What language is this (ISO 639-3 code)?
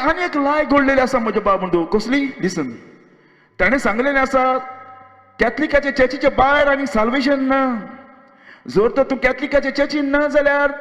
kok